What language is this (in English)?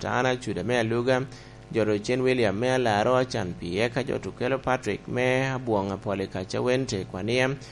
Lango (Uganda)